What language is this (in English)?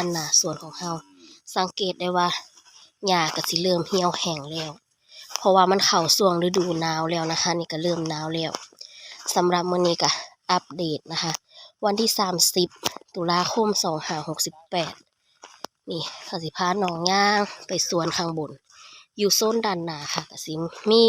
Northeastern Thai